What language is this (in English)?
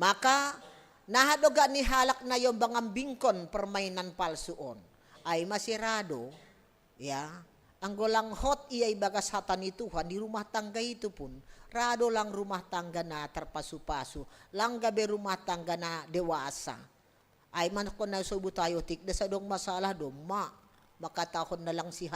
Batak Simalungun